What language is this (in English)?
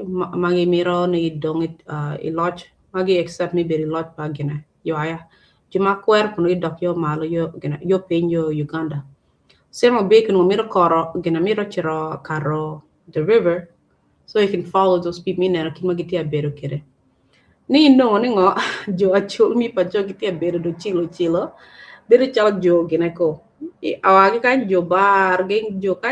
Acoli